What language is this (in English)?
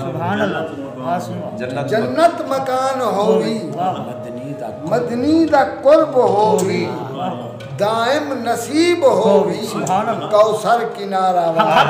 Saraiki